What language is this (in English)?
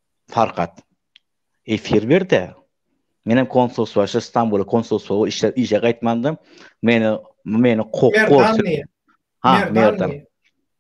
Turkmen